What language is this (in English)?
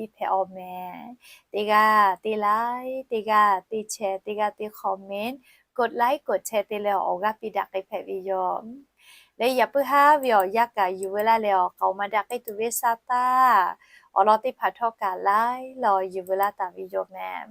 Lahu